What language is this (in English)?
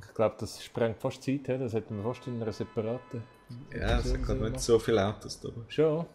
Swiss German